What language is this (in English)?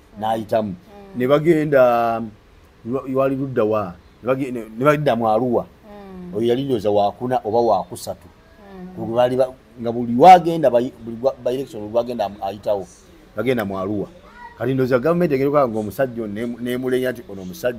Ganda